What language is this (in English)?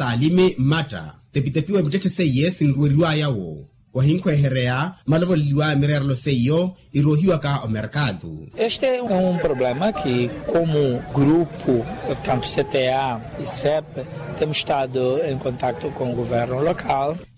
Makhuwa